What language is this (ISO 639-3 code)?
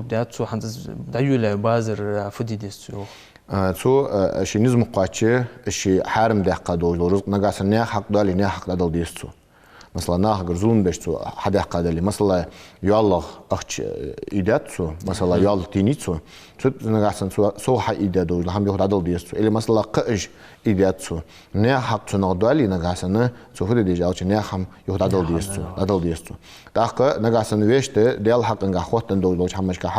inh